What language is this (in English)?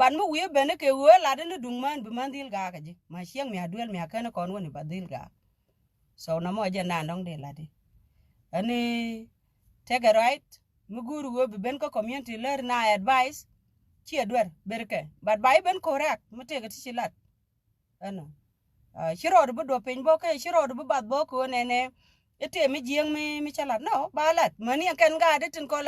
Nuer